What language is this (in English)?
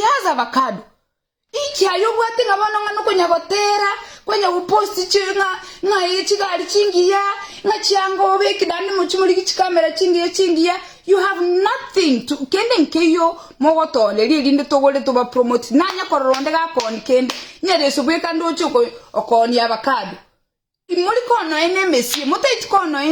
Gusii